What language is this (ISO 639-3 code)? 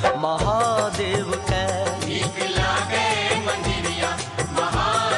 bho